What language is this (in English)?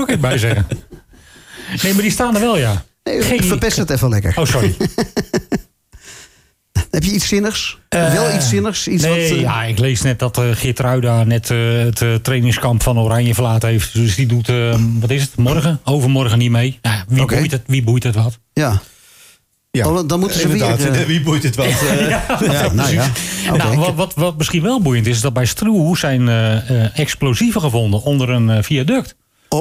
Dutch